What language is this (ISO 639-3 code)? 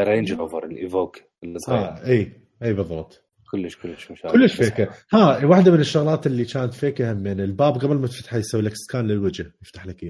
acm